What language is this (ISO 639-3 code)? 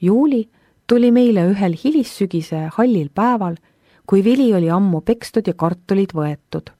est